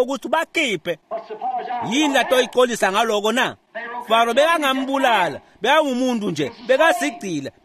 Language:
Swati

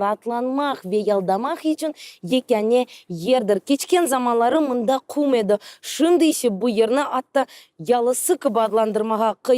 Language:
Crimean Tatar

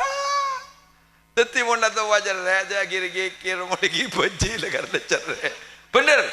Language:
Madurese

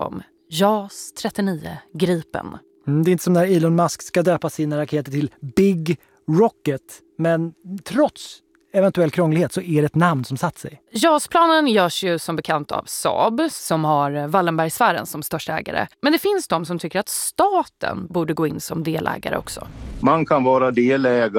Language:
Swedish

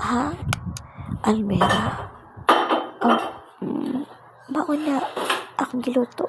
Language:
Cebuano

